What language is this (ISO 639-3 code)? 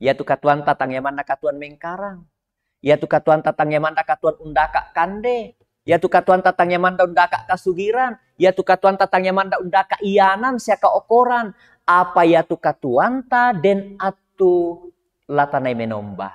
sda